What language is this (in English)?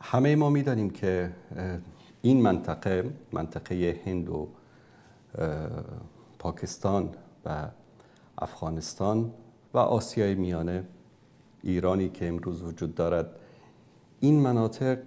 Persian